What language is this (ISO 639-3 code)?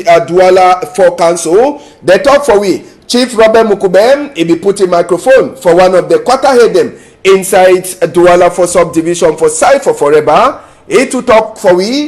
wes